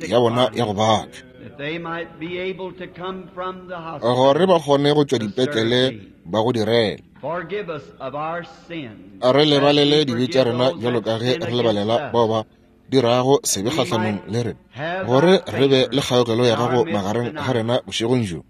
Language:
Northern Sotho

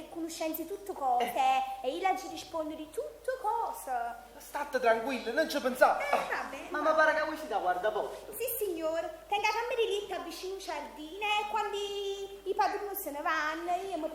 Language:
Neapolitan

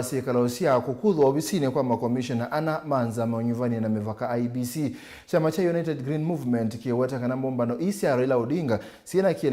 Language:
Kamba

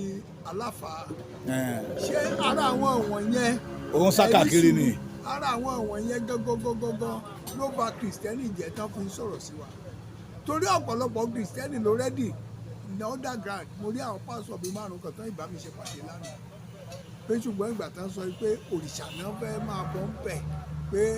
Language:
Yoruba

